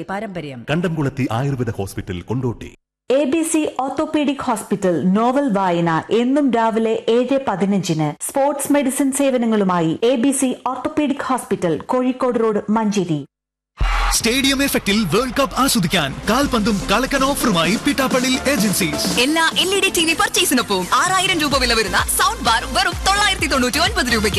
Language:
Malayalam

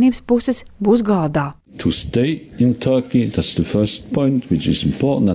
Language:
Latvian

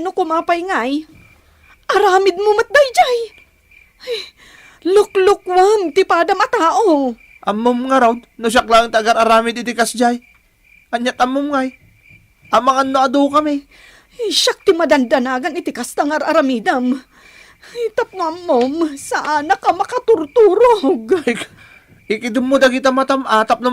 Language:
Iloko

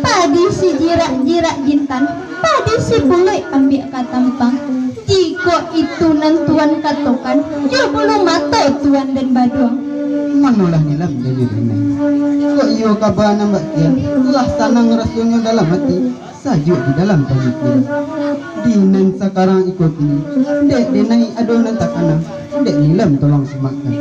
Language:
Minangkabau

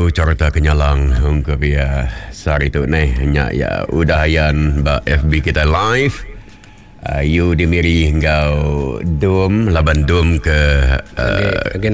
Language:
Iban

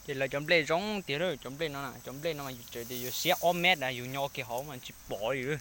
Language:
Hmong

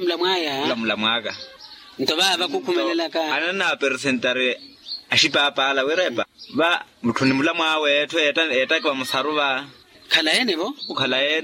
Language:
Makhuwa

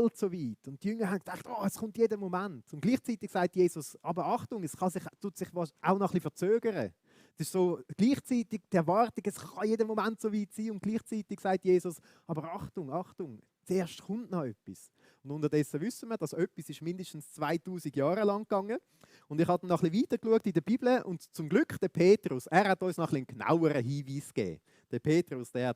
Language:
Swiss German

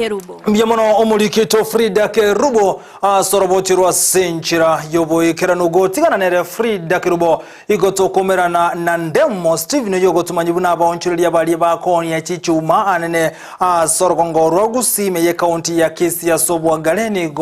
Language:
Gusii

